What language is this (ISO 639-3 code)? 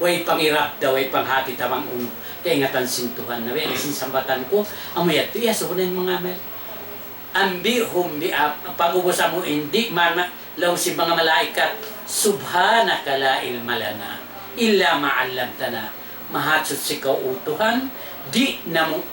tsg